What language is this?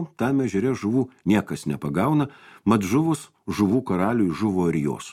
Lithuanian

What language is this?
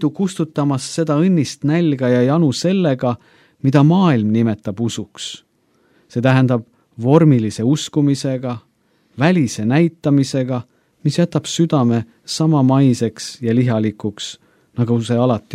Estonian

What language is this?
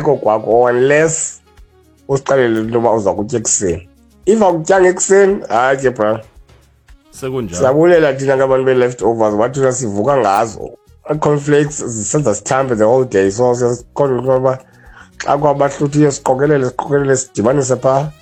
Xhosa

